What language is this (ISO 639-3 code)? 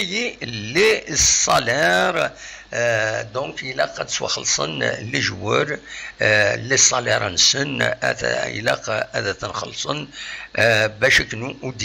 kab